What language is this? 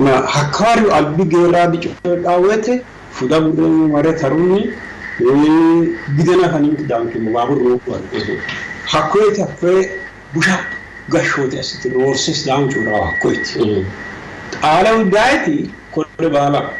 Sidamo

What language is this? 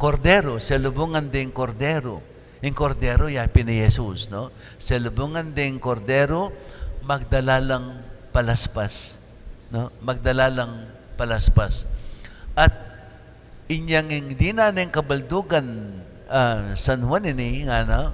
Pampanga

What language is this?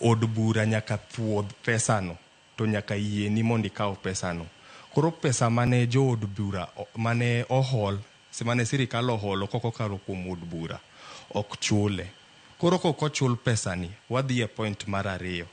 Luo (Kenya and Tanzania)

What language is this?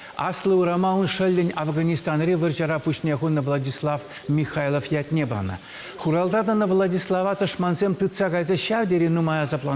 Chuvash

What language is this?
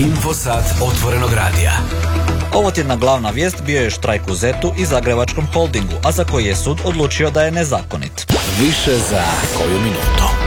Croatian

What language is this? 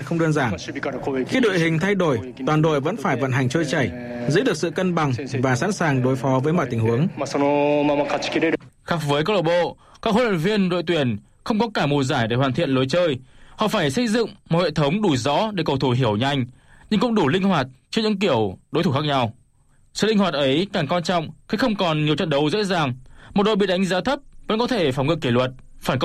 Vietnamese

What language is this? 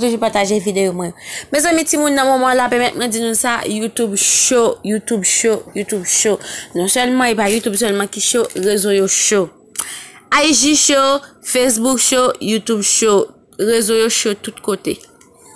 Haitian Creole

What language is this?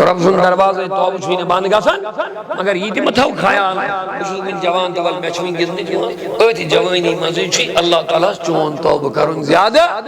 Kashmiri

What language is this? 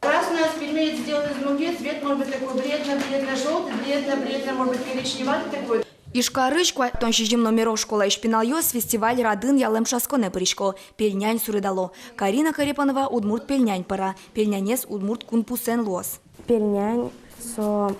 Udmurt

